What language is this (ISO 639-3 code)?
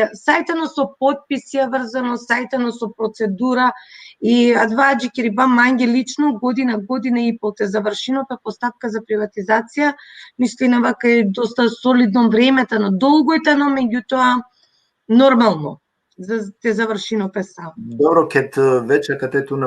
rmn